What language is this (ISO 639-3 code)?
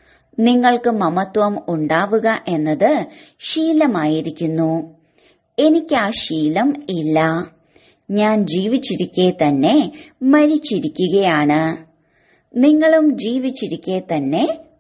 mal